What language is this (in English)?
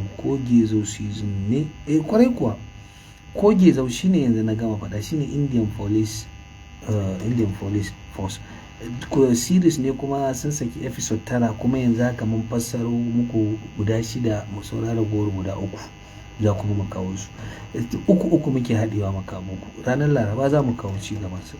Hausa